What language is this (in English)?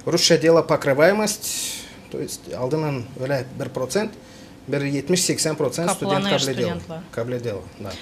Gagauz